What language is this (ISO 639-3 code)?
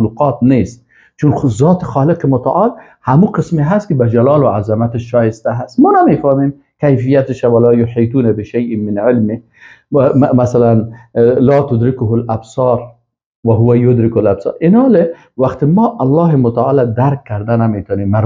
fas